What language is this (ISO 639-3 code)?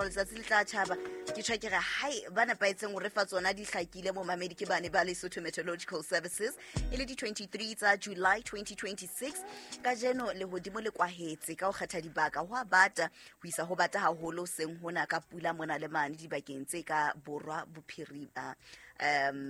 sot